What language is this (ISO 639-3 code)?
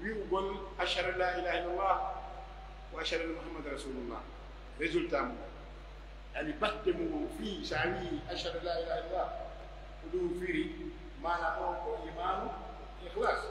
fuf